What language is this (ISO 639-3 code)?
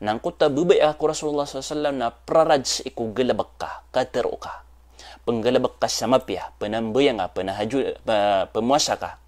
mrw